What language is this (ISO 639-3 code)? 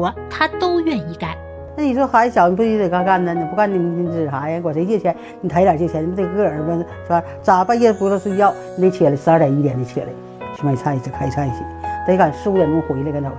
zho